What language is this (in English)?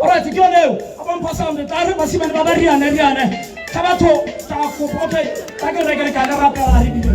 Tswana